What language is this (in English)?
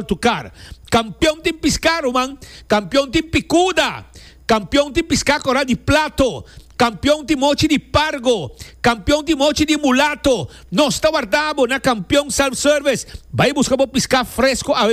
Papiamento